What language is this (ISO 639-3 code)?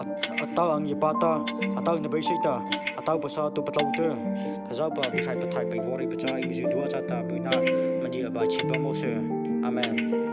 mrh